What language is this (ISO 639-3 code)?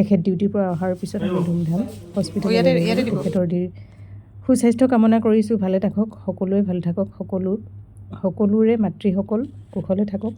asm